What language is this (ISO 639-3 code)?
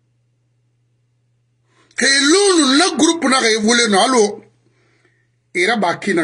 fra